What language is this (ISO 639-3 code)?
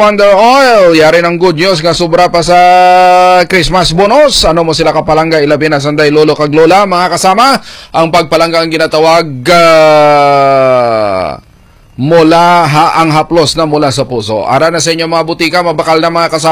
hil